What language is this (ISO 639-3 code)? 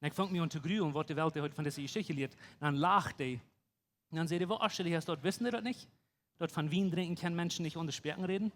pdt